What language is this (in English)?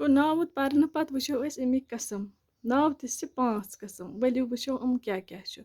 Kashmiri